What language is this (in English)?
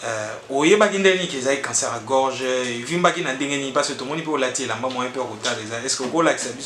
Lingala